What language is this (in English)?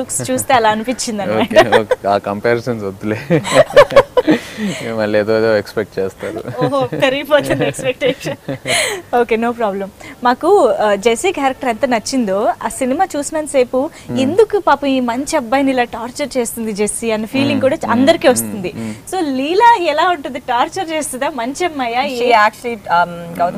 Telugu